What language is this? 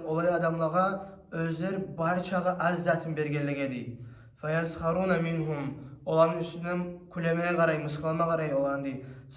Kumyk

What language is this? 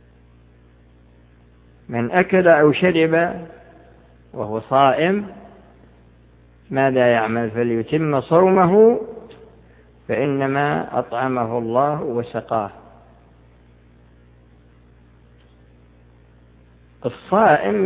Arabic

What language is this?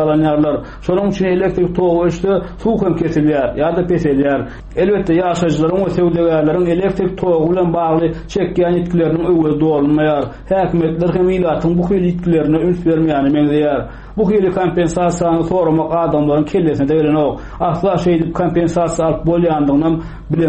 Turkmen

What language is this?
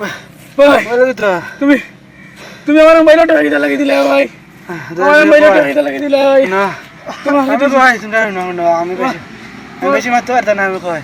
Sylheti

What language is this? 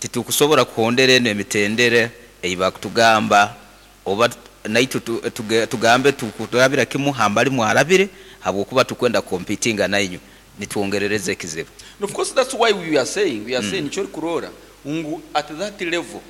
Nyankole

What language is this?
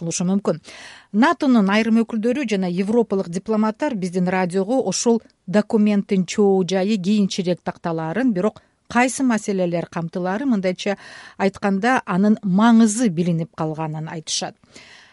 Kyrgyz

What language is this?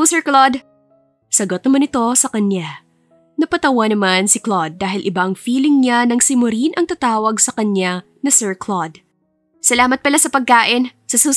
Filipino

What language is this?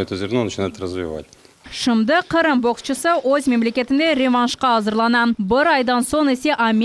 Crimean Tatar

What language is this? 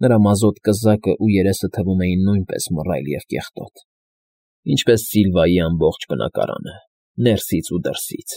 Armenian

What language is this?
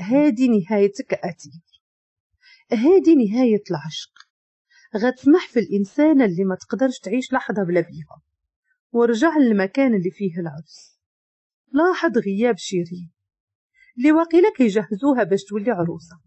Moroccan Arabic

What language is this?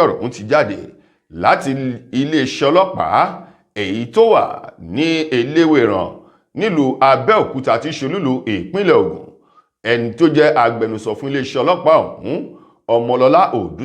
Yoruba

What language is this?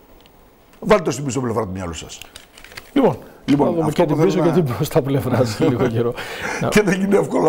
Greek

